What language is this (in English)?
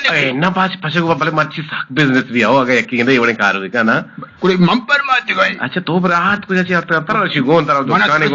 Eastern Balochi